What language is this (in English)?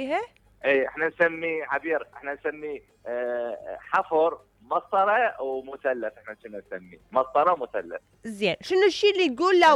Mesopotamian Arabic